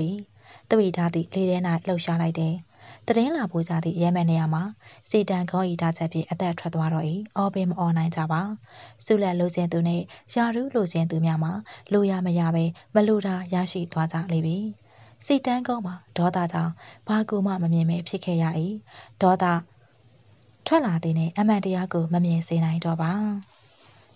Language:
Burmese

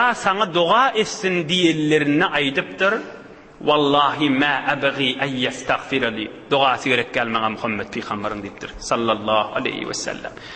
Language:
Turkmen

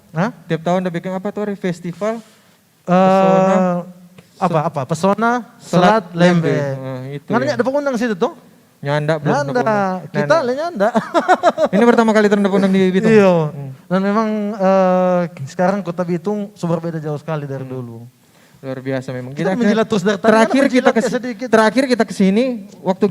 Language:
Manado Malay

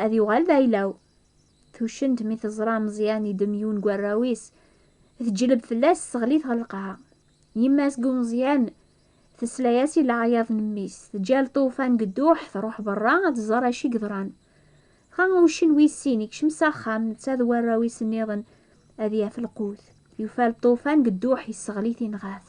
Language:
Kabyle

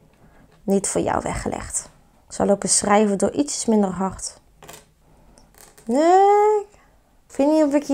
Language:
Dutch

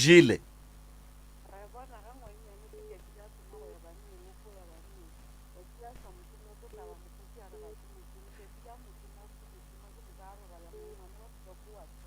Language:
Northern Sotho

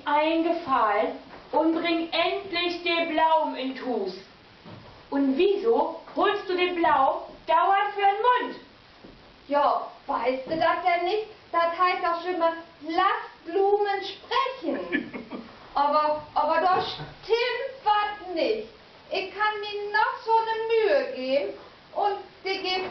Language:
Low German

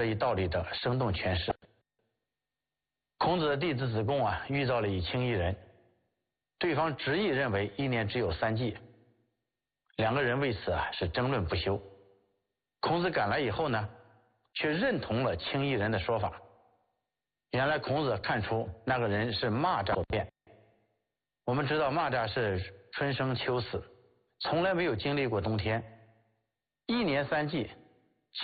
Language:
Chinese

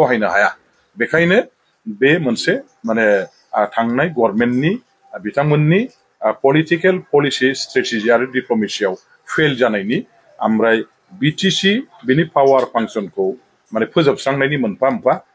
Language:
Bodo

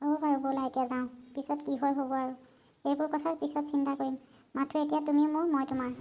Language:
Assamese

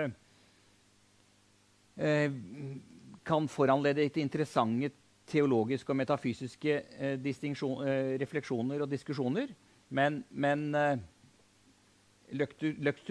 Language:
Norwegian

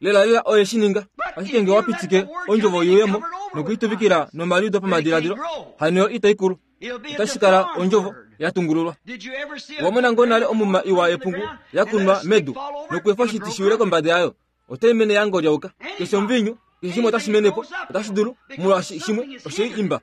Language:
Kuanyama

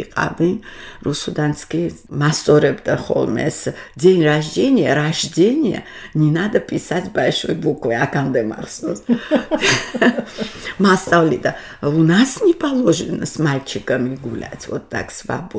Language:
Georgian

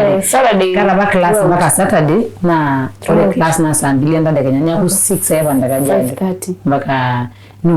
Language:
Masai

